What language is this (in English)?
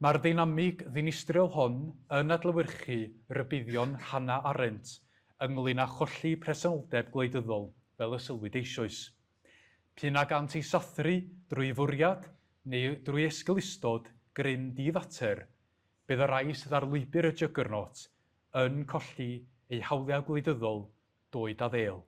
Welsh